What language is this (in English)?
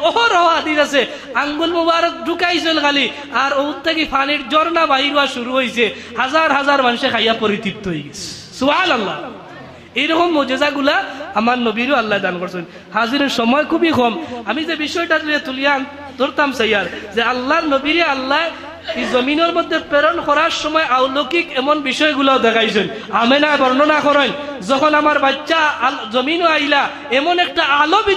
Sylheti